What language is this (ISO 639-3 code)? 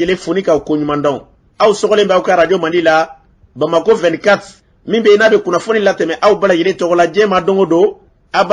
bam